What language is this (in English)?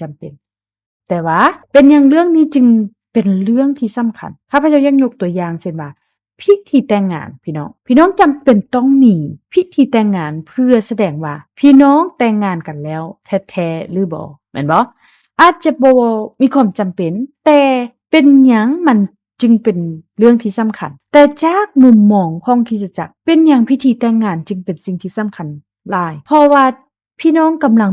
Lao